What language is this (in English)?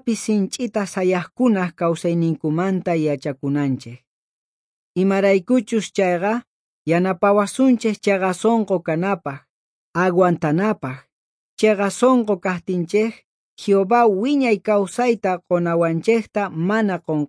South Bolivian Quechua